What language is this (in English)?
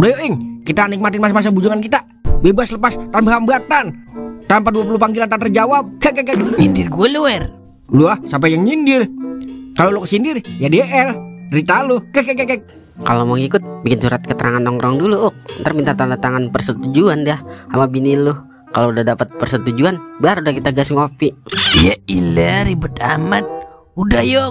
Betawi